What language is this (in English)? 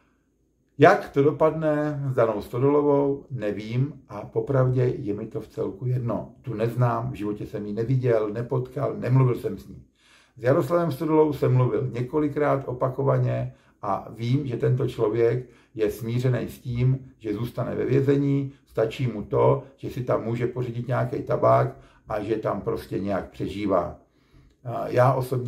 Czech